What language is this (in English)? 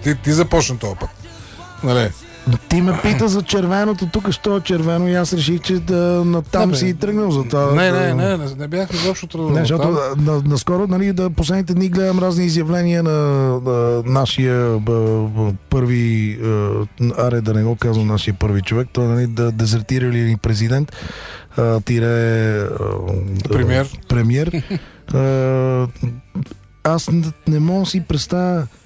Bulgarian